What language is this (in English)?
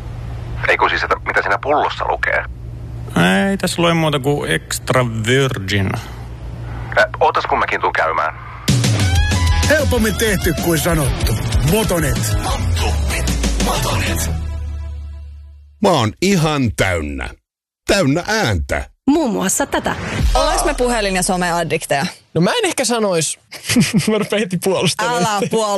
Finnish